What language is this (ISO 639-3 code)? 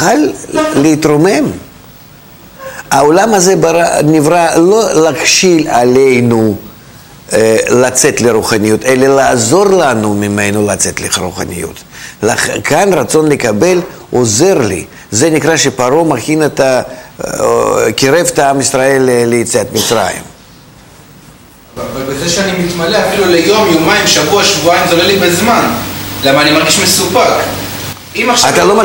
heb